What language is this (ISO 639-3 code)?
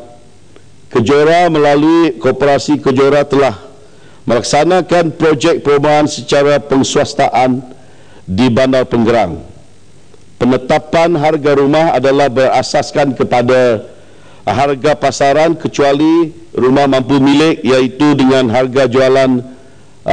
msa